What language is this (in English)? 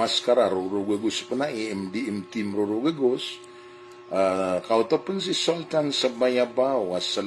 Maranao